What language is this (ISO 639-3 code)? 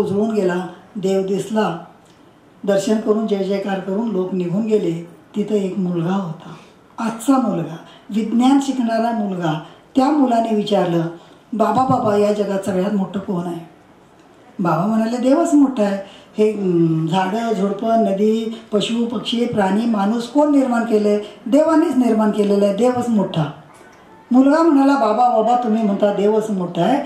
mar